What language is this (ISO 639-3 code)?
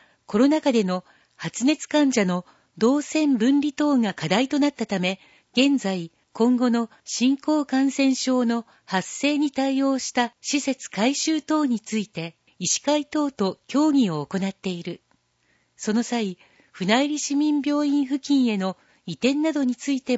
jpn